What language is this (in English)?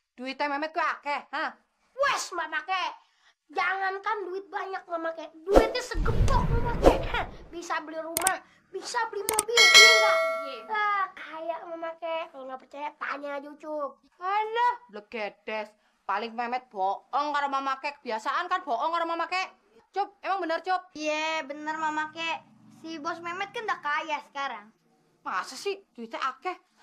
Betawi